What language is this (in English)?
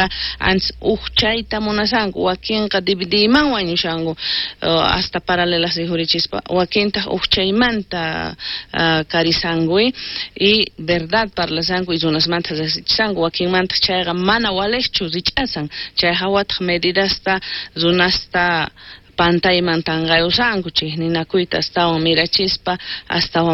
South Bolivian Quechua